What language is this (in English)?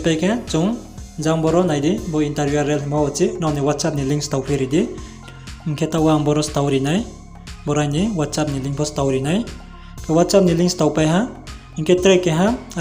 Riang (India)